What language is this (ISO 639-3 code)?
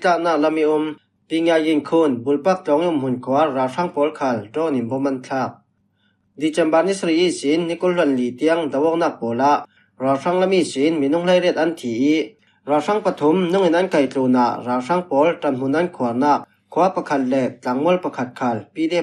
cfm